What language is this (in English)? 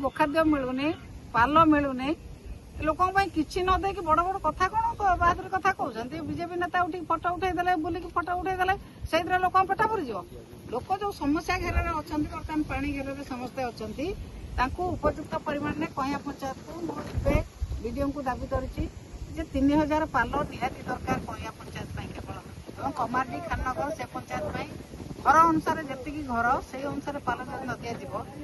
Odia